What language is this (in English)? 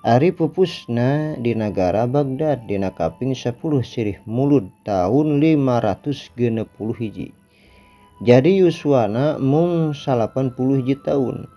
Sundanese